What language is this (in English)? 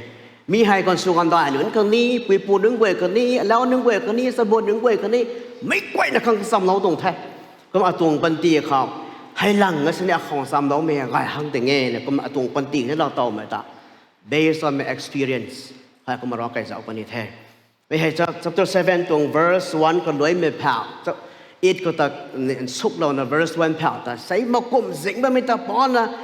Rongmei Naga